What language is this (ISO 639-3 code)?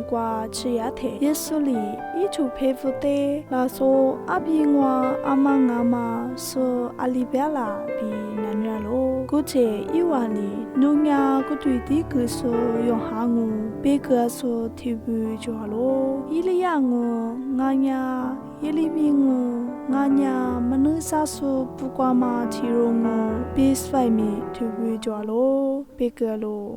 lis